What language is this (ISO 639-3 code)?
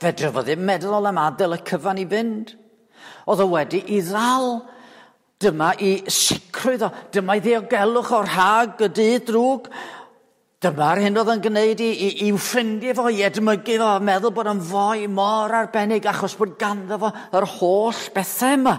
cym